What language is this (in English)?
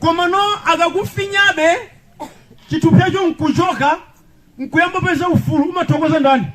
Nyanja